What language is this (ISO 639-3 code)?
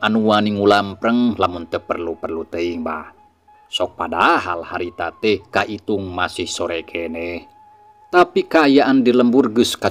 sun